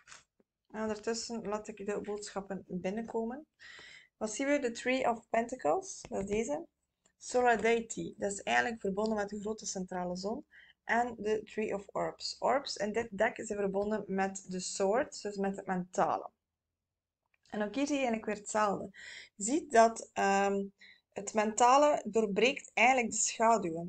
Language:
Dutch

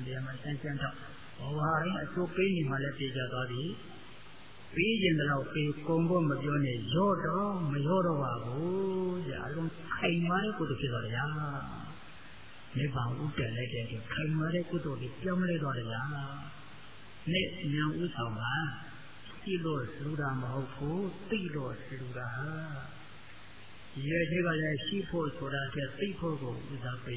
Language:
Burmese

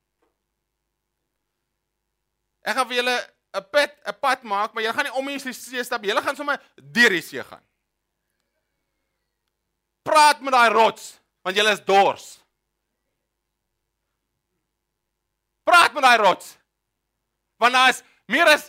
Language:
Afrikaans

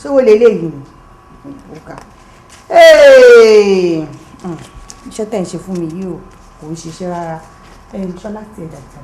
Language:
Yoruba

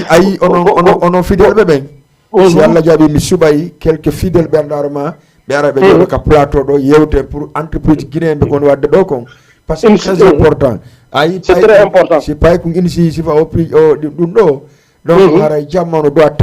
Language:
Fula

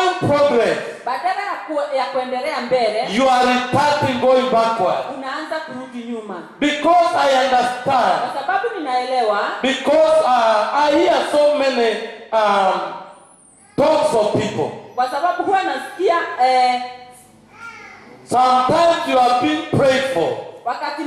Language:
Swahili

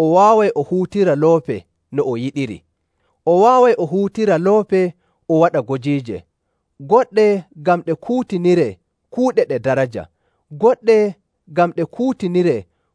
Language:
Nigerian Fulfulde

